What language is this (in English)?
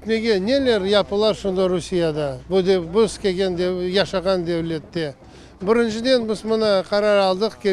Crimean Tatar